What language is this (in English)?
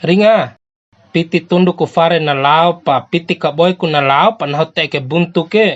Bima